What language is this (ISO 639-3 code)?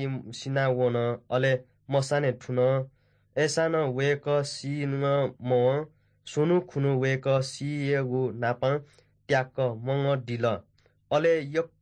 new